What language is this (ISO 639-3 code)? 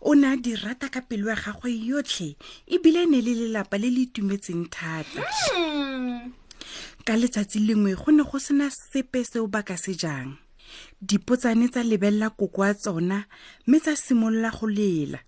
tsn